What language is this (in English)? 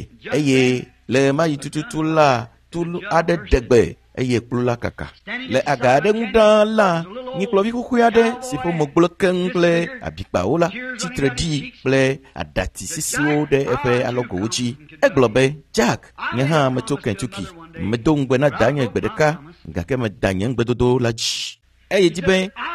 Ewe